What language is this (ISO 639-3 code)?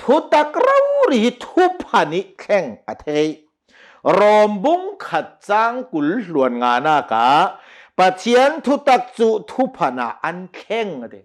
cnh